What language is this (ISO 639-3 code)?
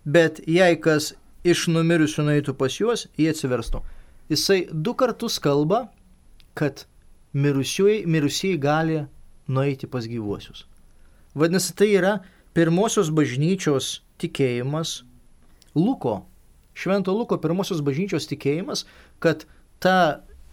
lit